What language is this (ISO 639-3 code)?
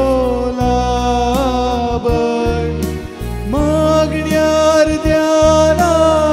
kok